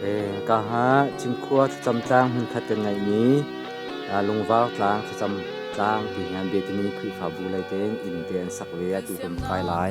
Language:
Hakha Chin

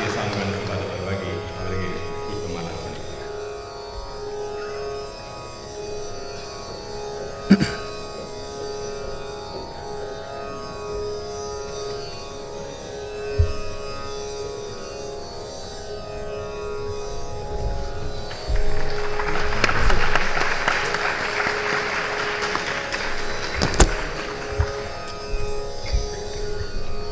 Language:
Kannada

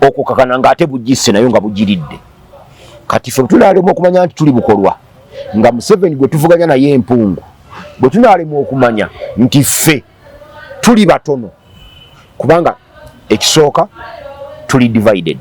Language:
Ganda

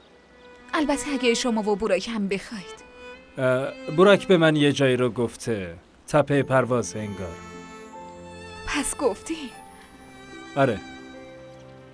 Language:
Persian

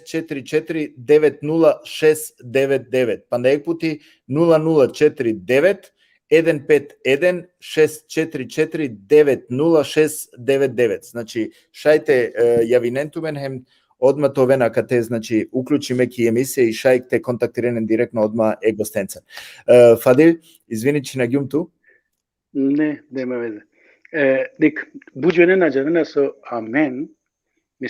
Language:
Balkan Romani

